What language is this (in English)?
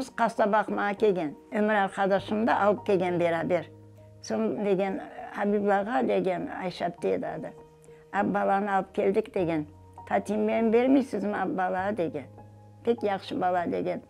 Crimean Tatar